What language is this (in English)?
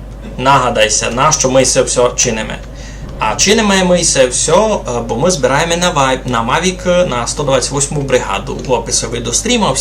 Rusyn